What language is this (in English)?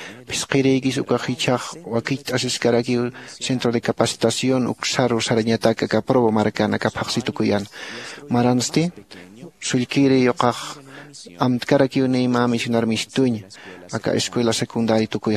Aymara